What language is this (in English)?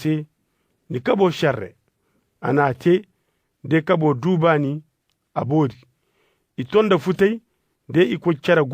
Koyraboro Senni